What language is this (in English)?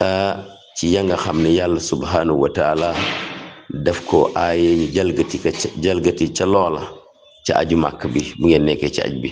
Wolof